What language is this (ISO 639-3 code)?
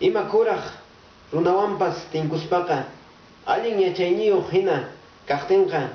que